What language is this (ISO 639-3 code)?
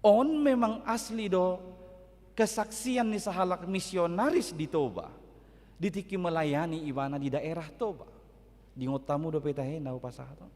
bbc